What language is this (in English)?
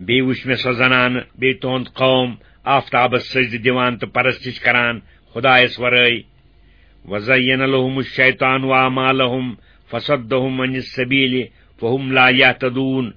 Kashmiri